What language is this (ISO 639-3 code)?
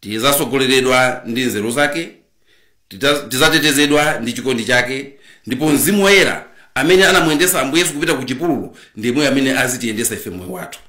nya